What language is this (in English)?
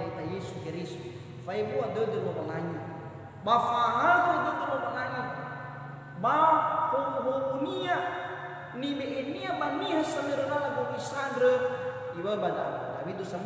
Nias